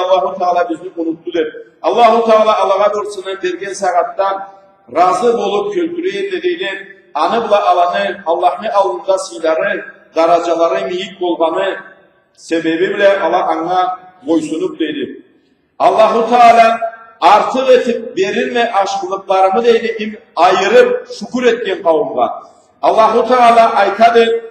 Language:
Karachay-Balkar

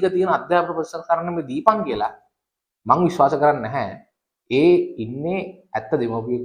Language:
Sinhala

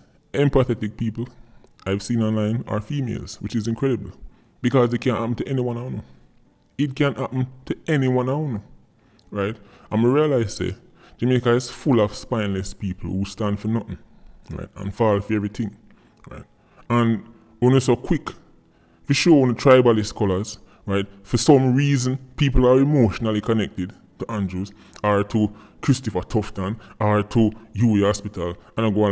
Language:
Jamaican Creole English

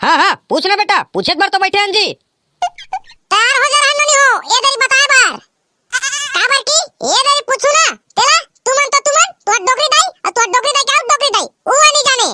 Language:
Chhattisgarhi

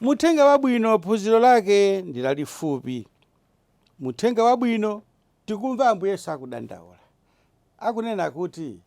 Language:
Nyanja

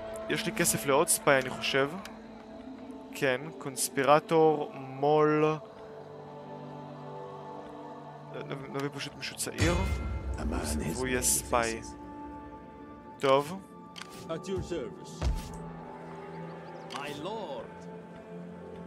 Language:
Hebrew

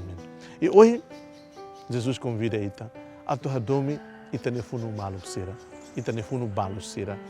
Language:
Tetum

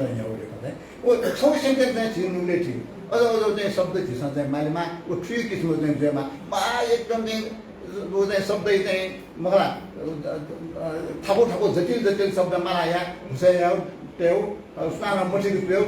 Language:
Newari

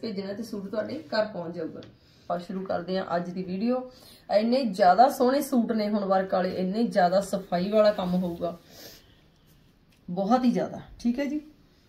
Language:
Punjabi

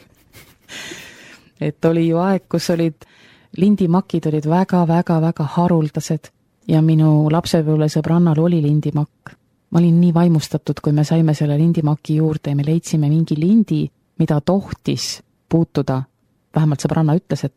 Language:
Estonian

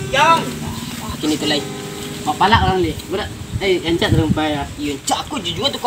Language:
Minangkabau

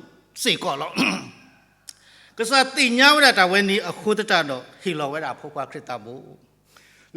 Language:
S'gaw Karen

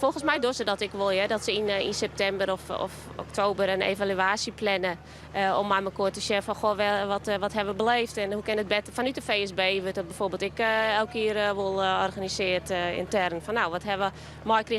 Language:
Western Frisian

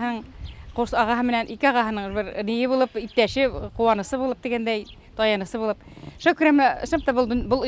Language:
Bashkir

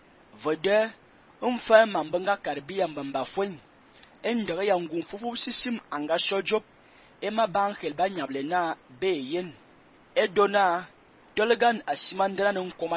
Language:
Fang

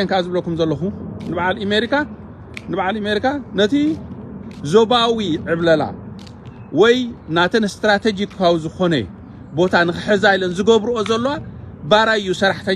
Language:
Tigrinya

